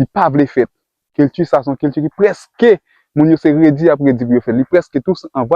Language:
Haitian Creole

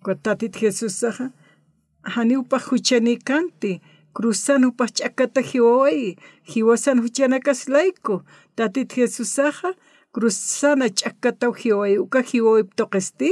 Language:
Aymara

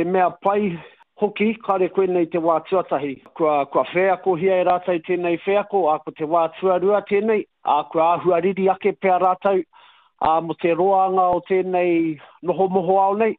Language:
Māori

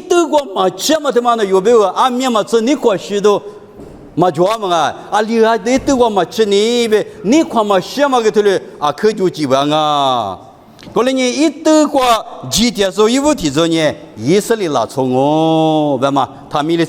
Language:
Lisu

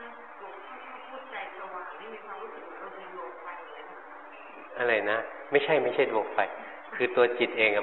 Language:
Thai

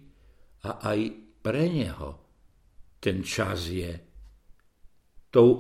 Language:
Slovak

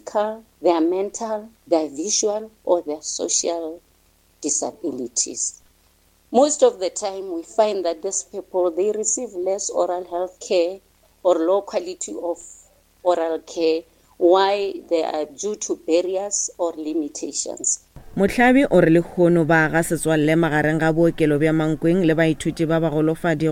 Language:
Northern Sotho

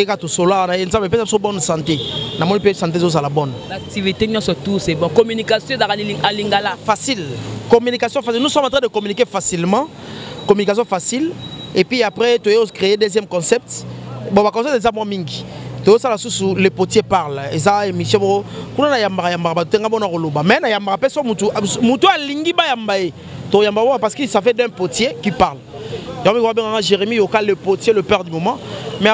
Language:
Lingala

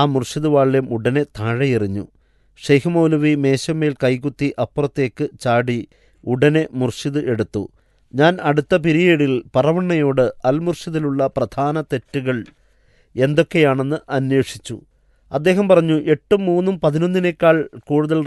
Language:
Malayalam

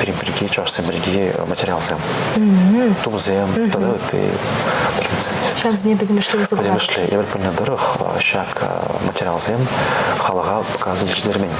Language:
Chuvash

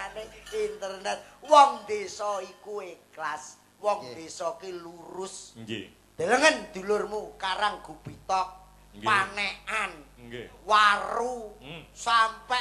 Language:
Javanese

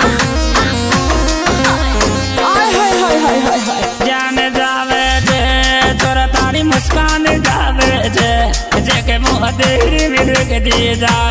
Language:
Bhojpuri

